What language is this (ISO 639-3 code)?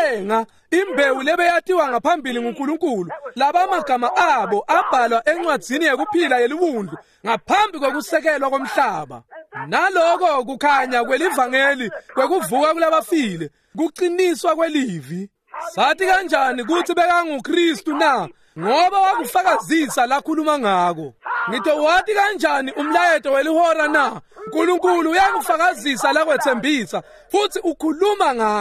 ssw